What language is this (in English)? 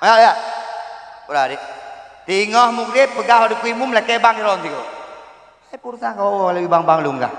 Achinese